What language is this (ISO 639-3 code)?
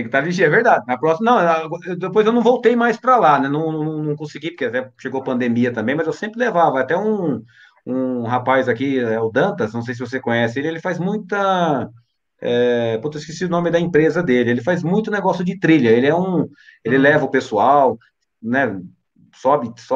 por